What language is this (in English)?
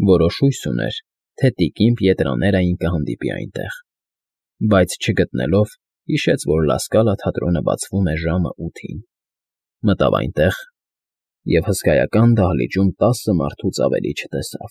Armenian